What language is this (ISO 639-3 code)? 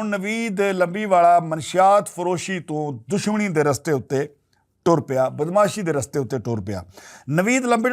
lah